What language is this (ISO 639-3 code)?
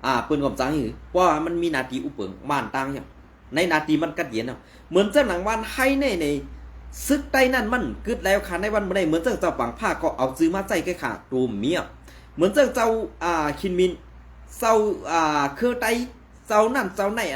shn